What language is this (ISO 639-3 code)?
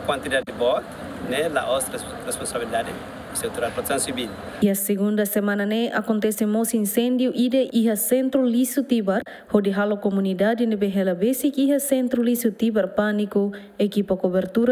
tet